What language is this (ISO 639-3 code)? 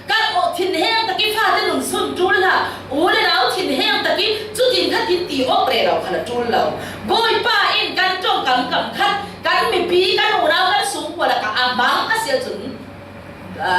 cfm